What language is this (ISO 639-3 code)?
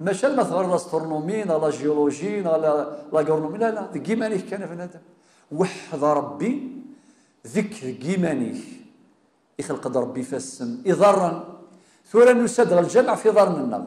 kab